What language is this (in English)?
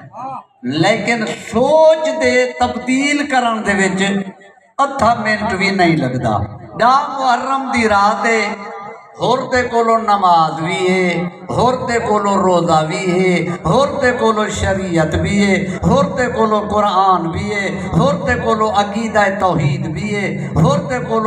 Saraiki